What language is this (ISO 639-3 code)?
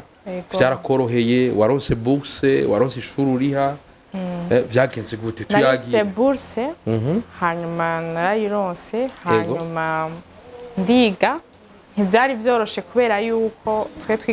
run